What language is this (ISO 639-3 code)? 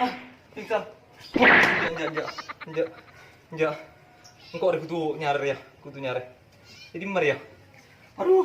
mad